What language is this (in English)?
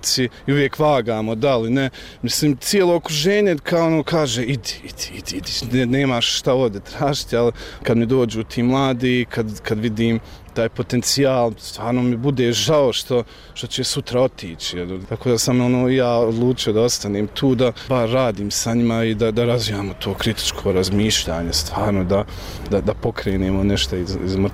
Bosnian